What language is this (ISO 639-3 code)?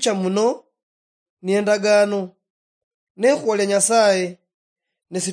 luy